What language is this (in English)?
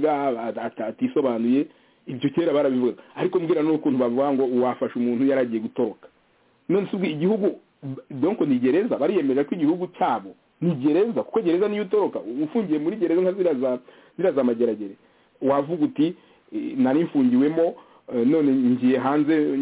Kinyarwanda